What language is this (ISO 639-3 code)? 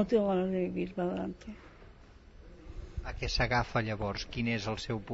cat